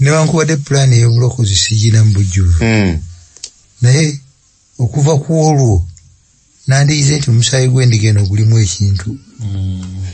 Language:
Ganda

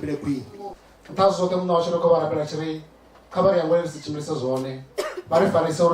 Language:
Venda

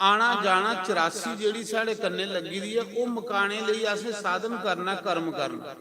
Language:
Dogri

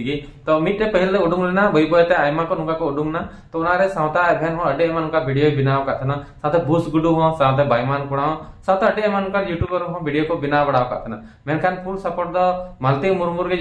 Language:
Santali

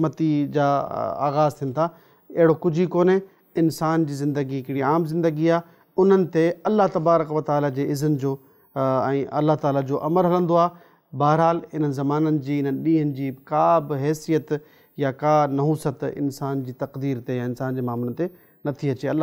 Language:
Sindhi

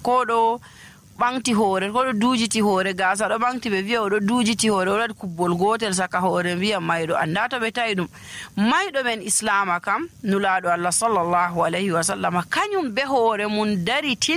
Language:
Nigerian Fulfulde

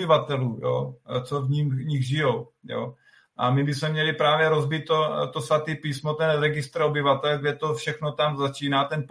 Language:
Czech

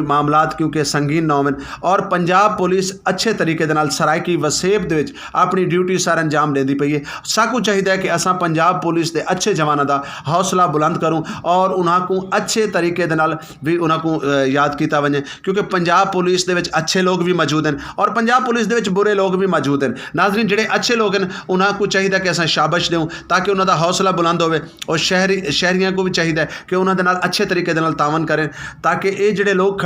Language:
Saraiki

